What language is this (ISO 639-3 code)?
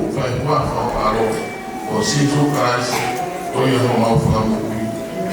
ton